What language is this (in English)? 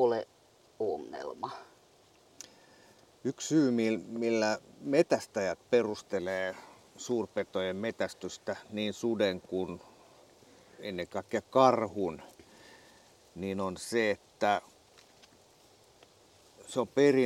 Finnish